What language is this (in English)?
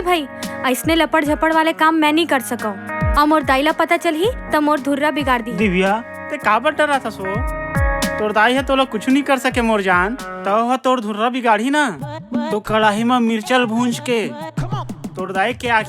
Chhattisgarhi